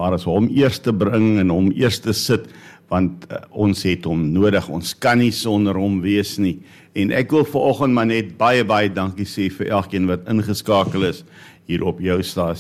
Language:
Afrikaans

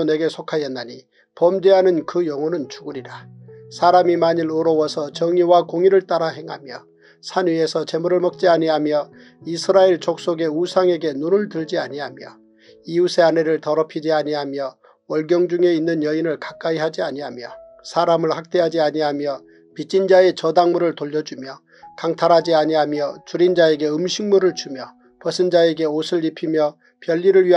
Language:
Korean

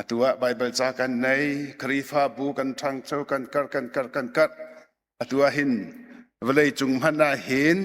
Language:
Hakha Chin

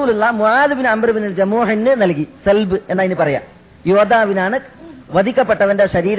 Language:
Malayalam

